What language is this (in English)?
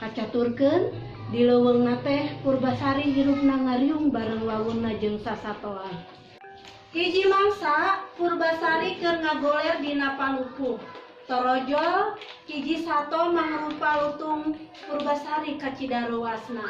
Sundanese